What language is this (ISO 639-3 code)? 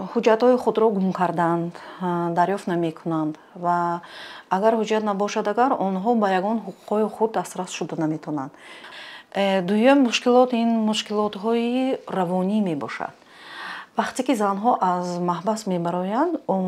tgk